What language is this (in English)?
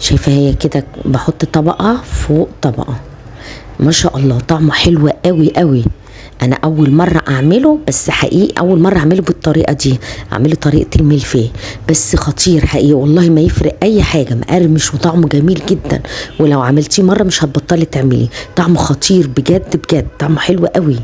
Egyptian Arabic